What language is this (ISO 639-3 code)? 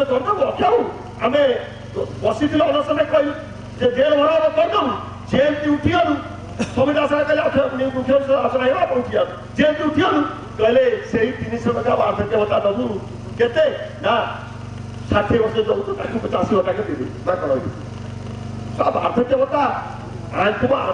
ori